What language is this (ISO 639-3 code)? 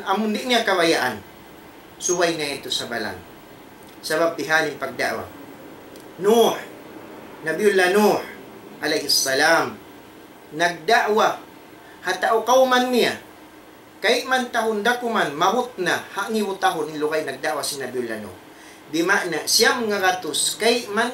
tsg